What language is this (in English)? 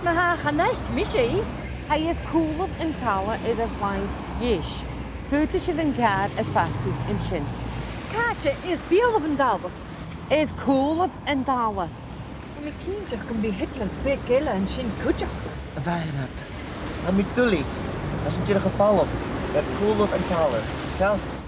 Scottish Gaelic